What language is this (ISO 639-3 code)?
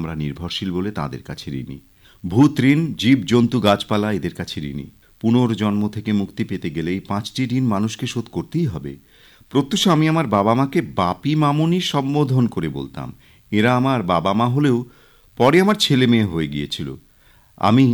ben